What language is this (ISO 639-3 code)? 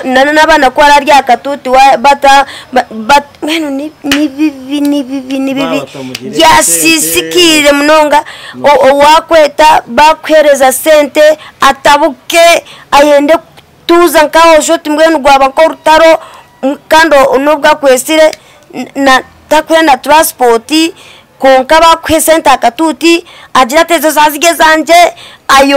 nyn